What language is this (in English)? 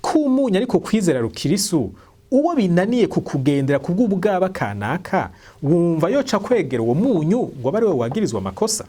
Rundi